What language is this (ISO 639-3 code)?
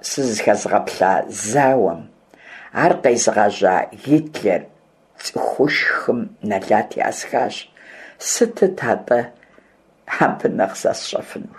kbd